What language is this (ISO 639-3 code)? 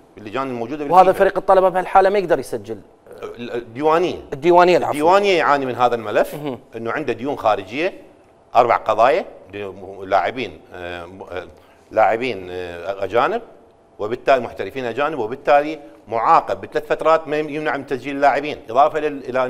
acm